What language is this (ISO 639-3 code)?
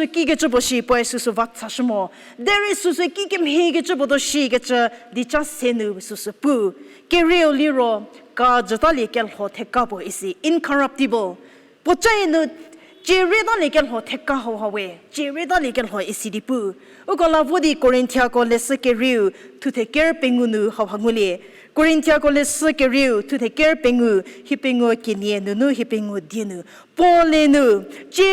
njm